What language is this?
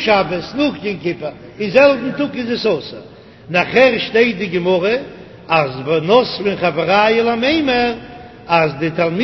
Yiddish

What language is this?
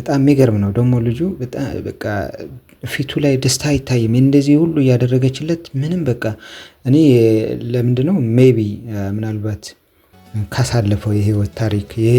Amharic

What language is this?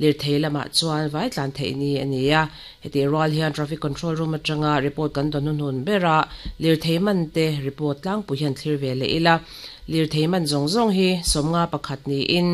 Mizo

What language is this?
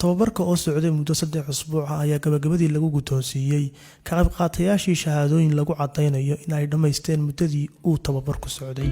Somali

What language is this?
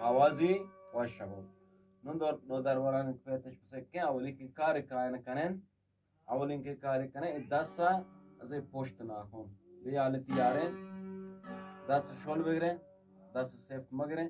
Eastern Balochi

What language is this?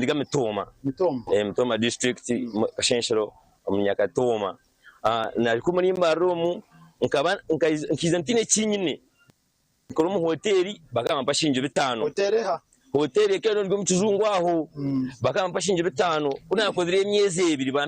Nyankole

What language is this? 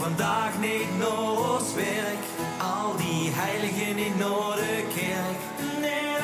Limburgish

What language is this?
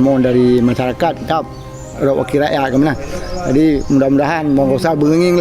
Achinese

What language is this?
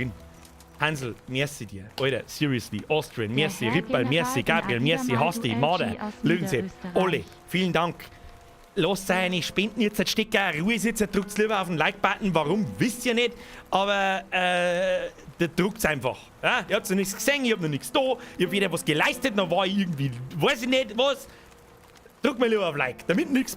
Bavarian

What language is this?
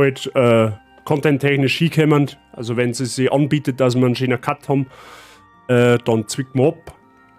Bavarian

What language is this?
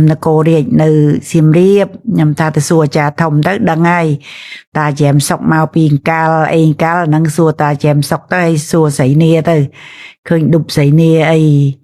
Khmer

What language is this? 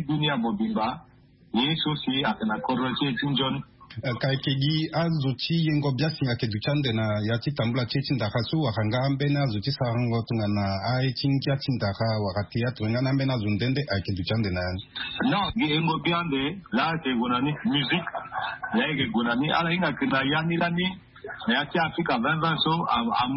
Sango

